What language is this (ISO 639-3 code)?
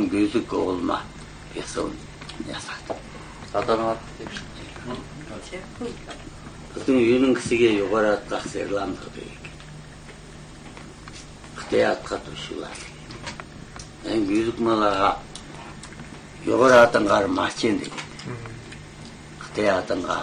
kaz